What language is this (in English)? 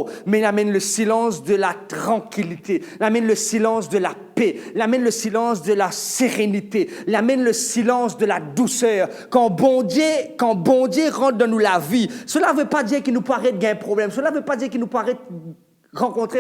Morisyen